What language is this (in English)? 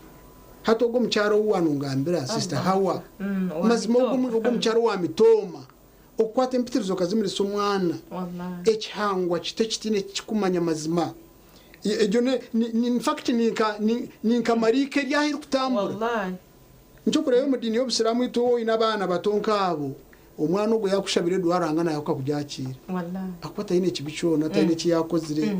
Nyankole